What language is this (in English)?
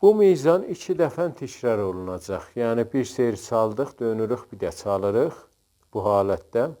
South Azerbaijani